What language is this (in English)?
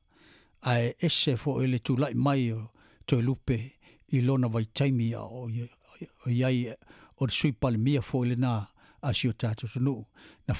Samoan